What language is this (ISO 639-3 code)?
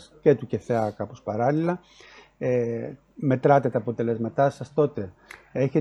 ell